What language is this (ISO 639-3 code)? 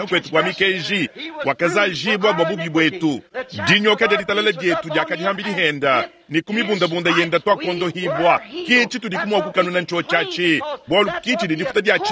lua